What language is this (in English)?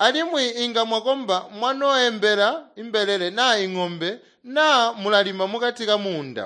Tonga (Zambia)